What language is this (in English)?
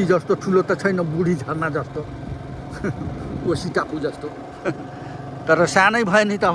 Nepali